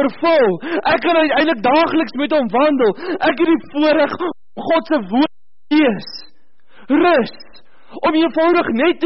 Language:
Afrikaans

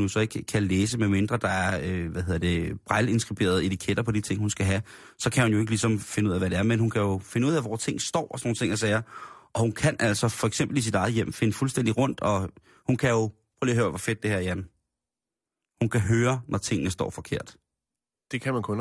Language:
Danish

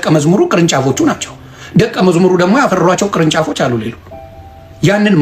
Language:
Amharic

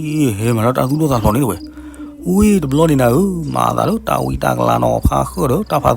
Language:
S'gaw Karen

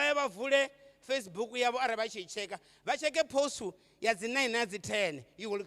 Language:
Venda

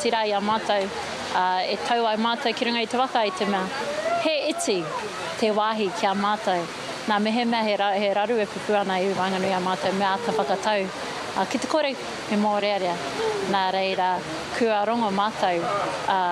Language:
Māori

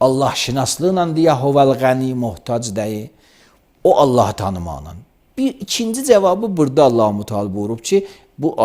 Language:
Azerbaijani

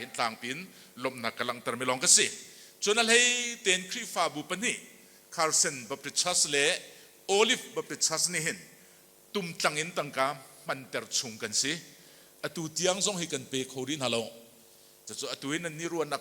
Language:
Hakha Chin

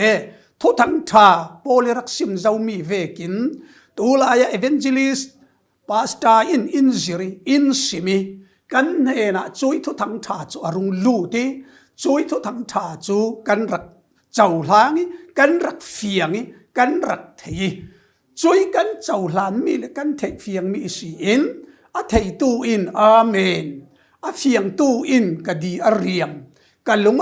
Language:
Falam Chin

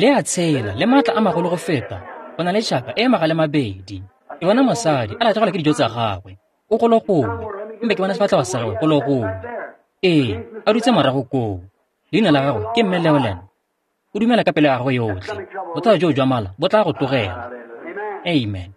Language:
Tswana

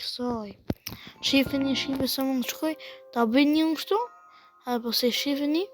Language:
Albanian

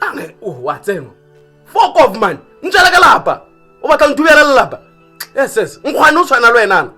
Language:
Tswana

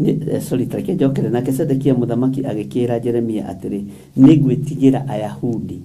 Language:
Kikuyu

